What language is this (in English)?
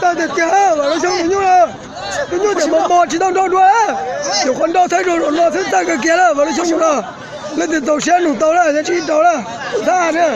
Hmong